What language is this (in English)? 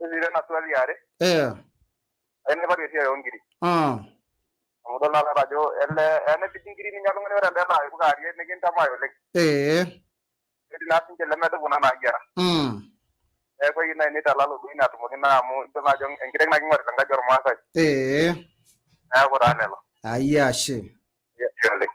Masai